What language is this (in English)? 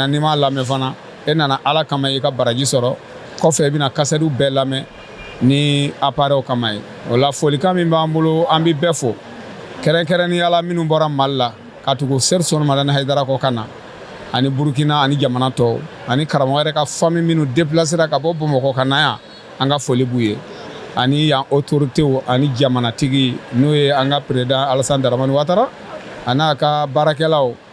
Bambara